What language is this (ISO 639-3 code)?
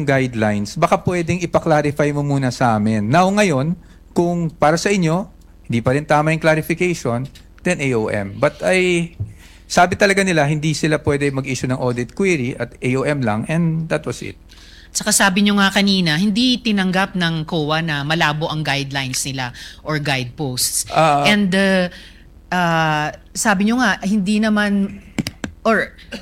fil